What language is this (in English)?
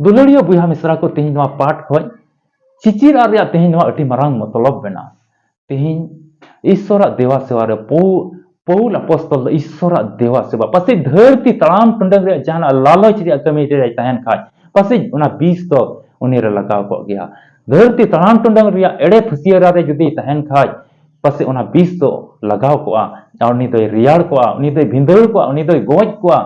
Santali